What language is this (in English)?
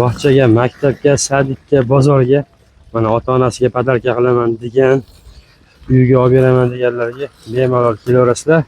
Uzbek